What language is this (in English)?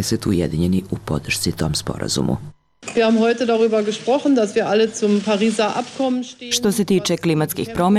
Serbian